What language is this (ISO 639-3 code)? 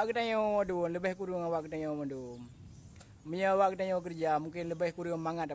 ace